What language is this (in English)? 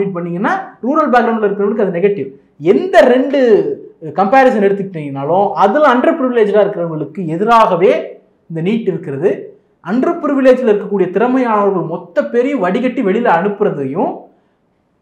Tamil